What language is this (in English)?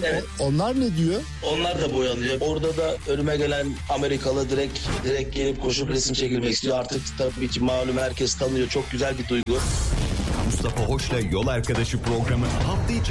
Turkish